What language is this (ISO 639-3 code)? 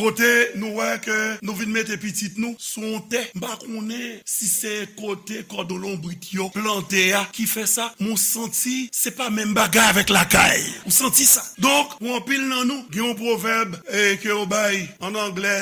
hat